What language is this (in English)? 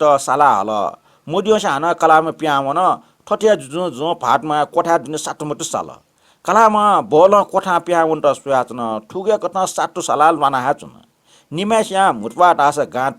Newari